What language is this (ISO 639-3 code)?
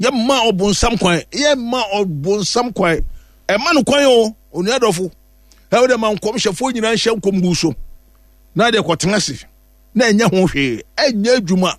aka